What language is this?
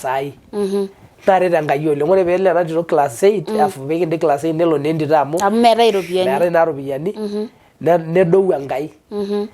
Masai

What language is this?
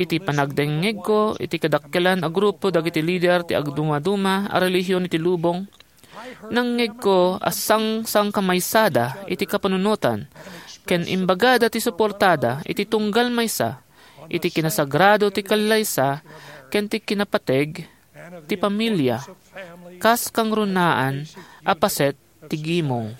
Iloko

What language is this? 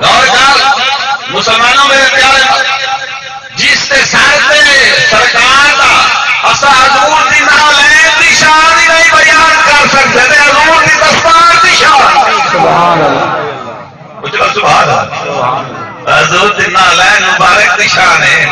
Saraiki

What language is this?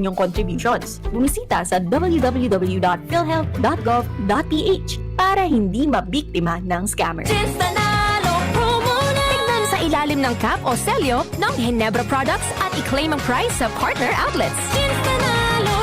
Bikol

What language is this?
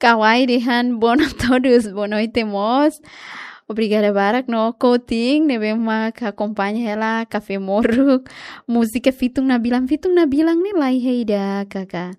Tetum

